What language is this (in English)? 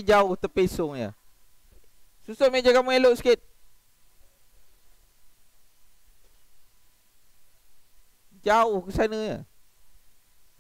Malay